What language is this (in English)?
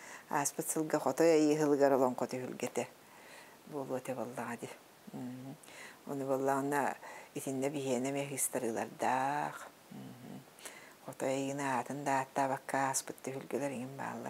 Yakut